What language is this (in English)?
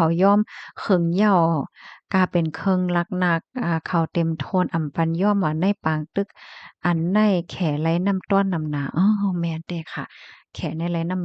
Shan